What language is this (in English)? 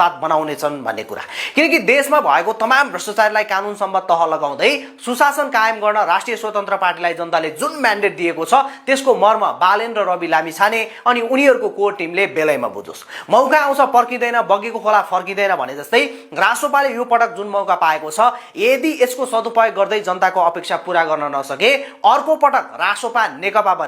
Nepali